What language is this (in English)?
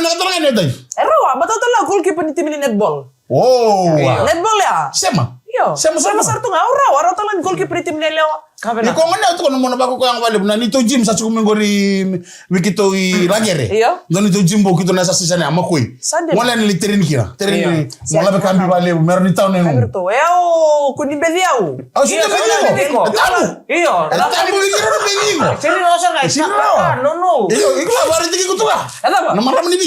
Fijian